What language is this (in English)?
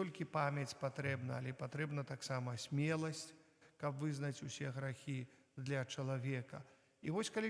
Belarusian